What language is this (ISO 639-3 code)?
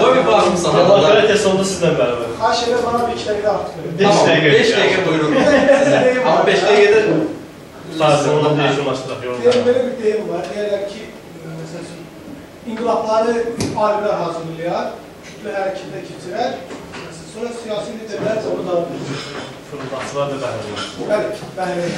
azb